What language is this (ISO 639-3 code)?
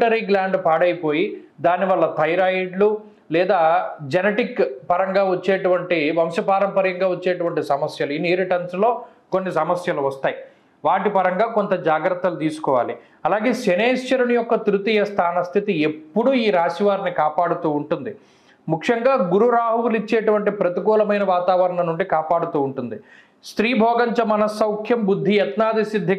tel